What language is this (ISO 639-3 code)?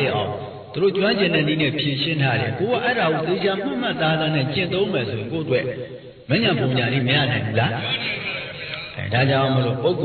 mya